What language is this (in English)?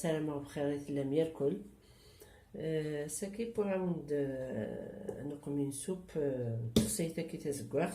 Kabyle